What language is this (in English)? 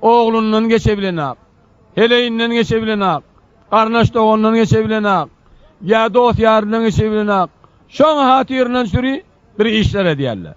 Turkmen